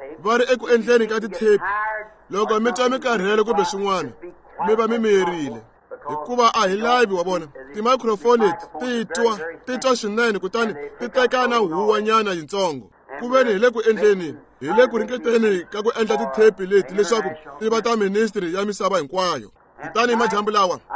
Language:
Tsonga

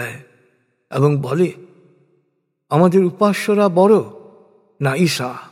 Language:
Bangla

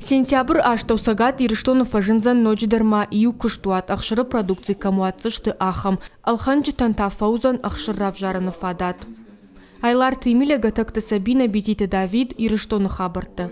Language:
Ossetic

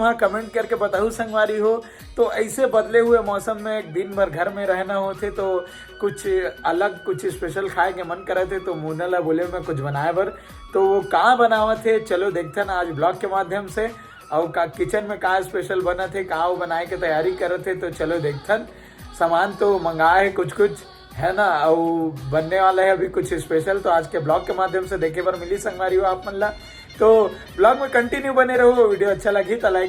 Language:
Chhattisgarhi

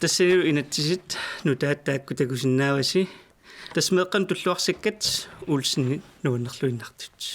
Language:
Kalaallisut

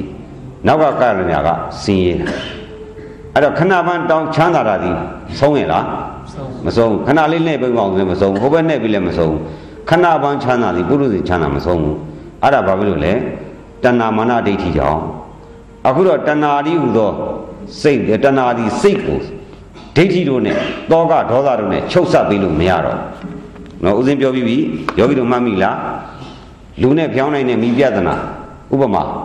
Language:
Burmese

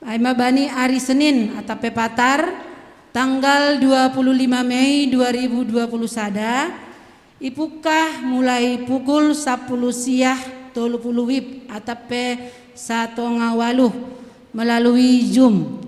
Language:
Batak Simalungun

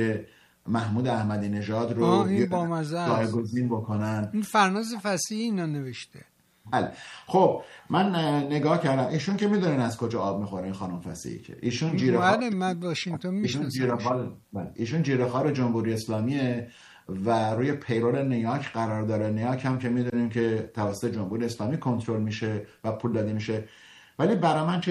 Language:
Persian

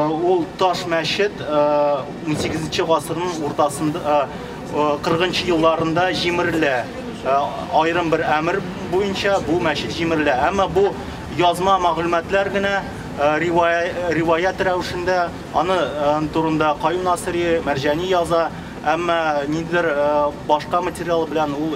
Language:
Tatar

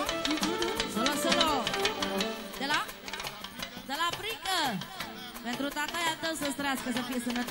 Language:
Romanian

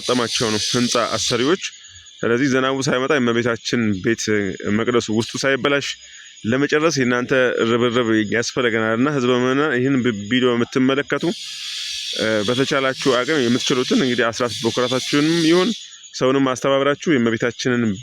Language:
Amharic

